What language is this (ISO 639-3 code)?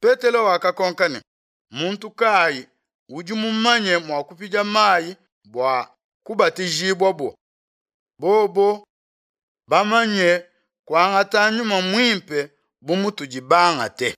lua